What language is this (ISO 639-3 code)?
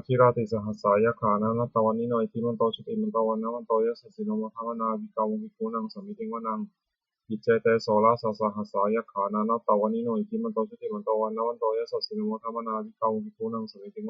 pli